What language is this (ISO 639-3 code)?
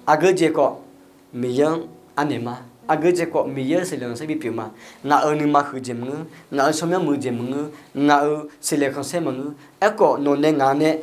ahk